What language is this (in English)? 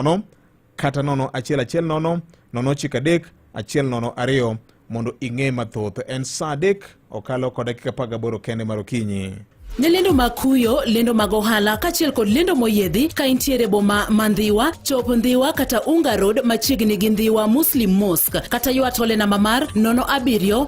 Luo (Kenya and Tanzania)